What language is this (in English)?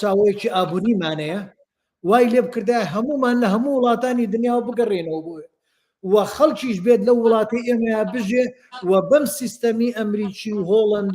Central Kurdish